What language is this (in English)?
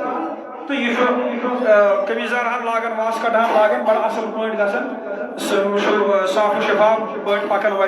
Kashmiri